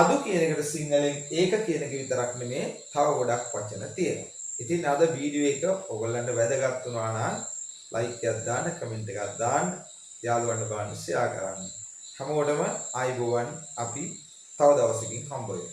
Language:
Sinhala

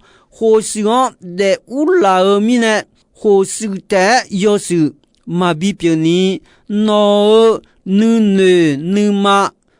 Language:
Akha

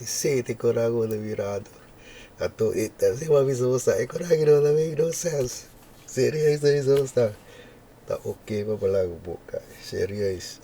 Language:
Papiamento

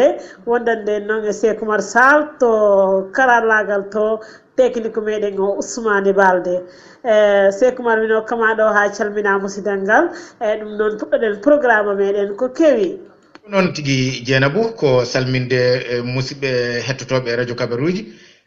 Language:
Fula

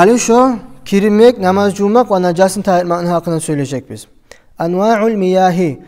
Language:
Kumyk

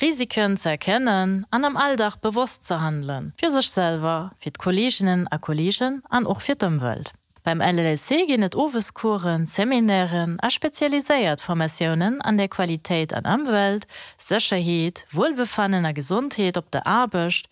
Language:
Luxembourgish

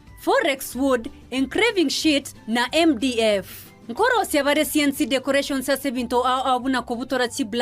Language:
Gusii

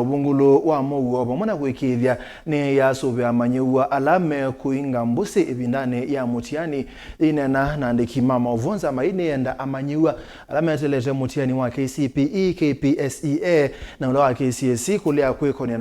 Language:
Kamba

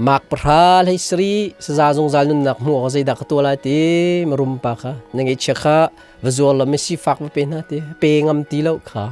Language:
Hakha Chin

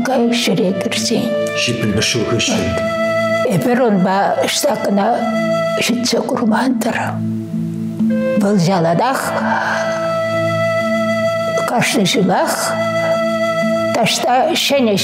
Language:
Chuvash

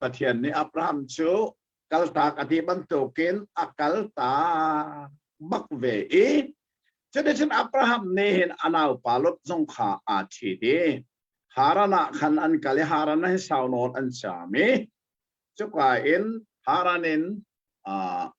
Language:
Hakha Chin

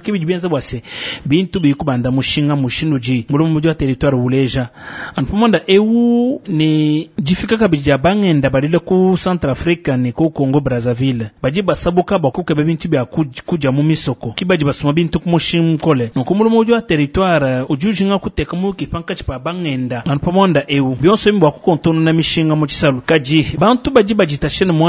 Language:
Luba-Lulua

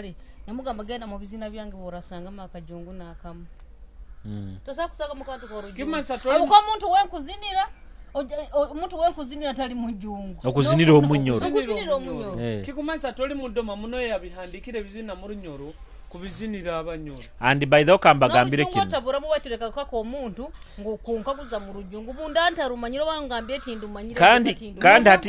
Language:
Nyoro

